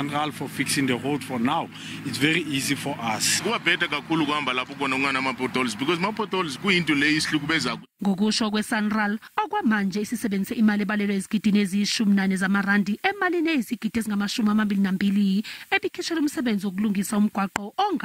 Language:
Zulu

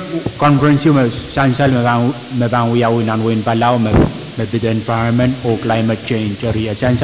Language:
Pohnpeian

